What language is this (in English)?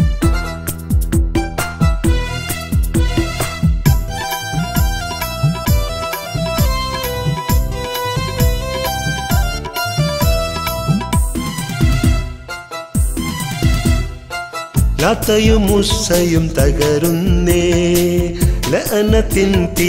Malayalam